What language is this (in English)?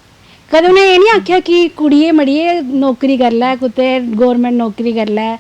Dogri